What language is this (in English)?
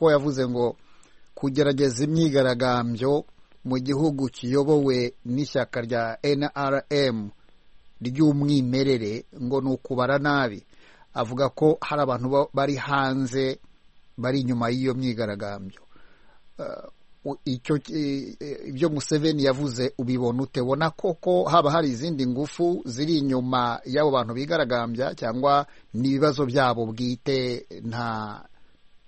Kinyarwanda